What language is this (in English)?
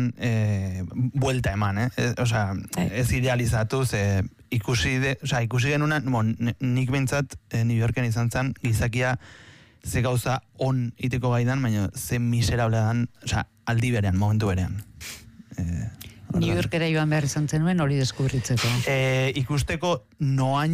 Basque